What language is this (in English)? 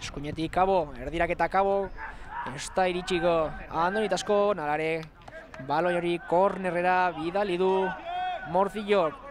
Basque